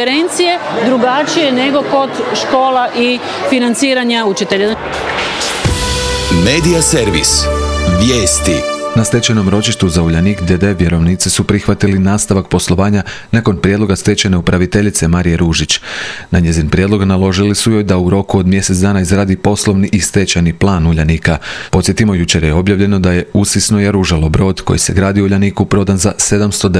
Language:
Croatian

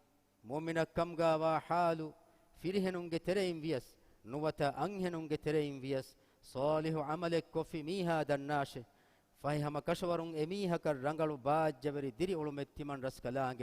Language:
Divehi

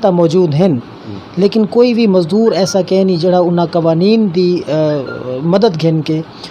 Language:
Saraiki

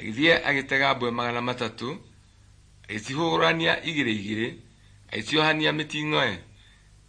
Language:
Kikuyu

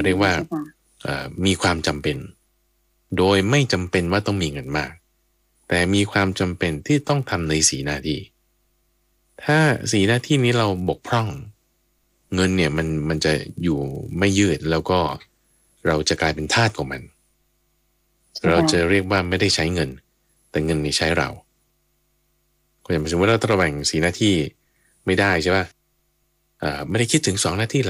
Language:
Thai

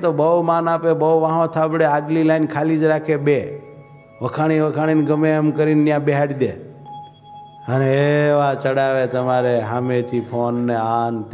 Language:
Gujarati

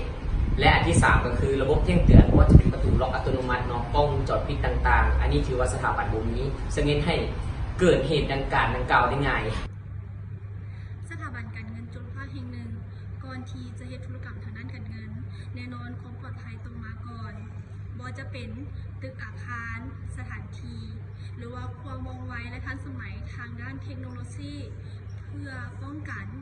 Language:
Lao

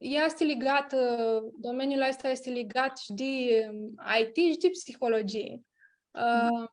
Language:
Aromanian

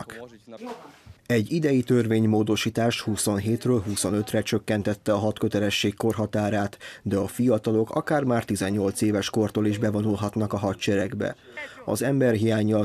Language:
Hungarian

